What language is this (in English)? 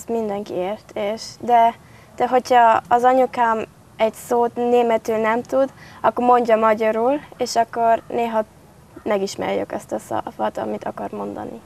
Hungarian